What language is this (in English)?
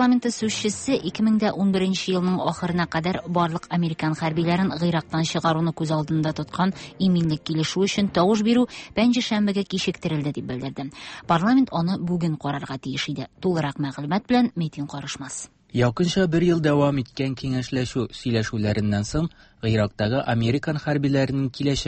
Tatar